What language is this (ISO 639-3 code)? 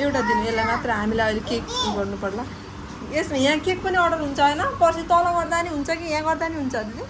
nep